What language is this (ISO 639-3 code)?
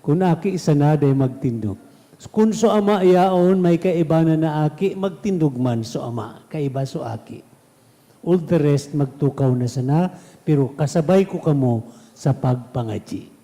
bik